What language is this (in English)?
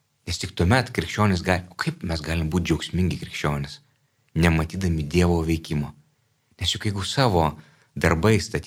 Lithuanian